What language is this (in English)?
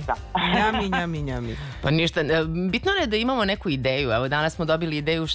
Serbian